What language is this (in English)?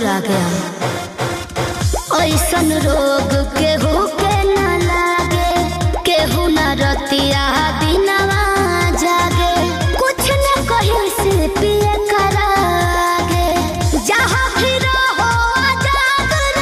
Bhojpuri